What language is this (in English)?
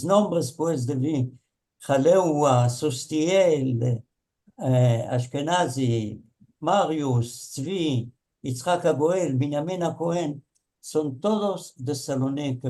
Ladino